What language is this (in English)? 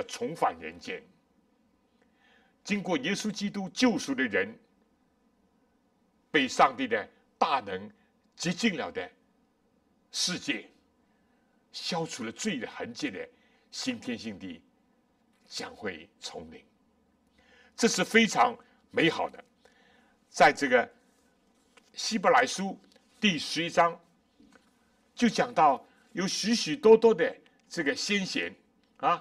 Chinese